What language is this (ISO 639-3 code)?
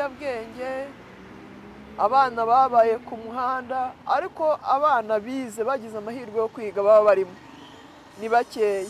kin